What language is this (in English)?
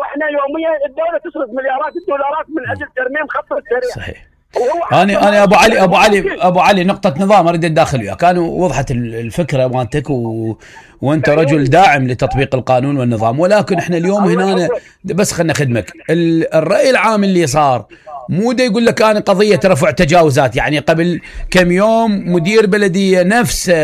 Mesopotamian Arabic